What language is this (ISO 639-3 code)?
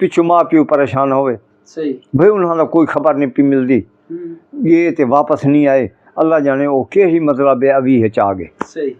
skr